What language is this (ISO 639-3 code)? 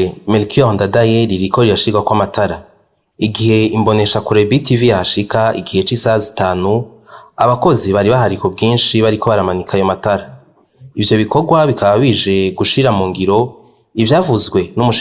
run